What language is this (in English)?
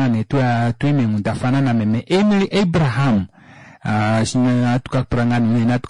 Kuanyama